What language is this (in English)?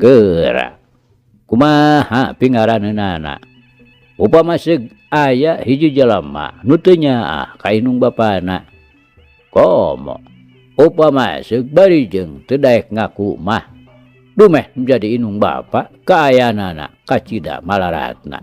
Sundanese